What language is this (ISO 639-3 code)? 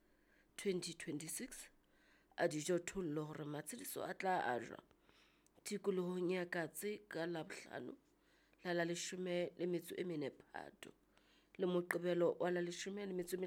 sot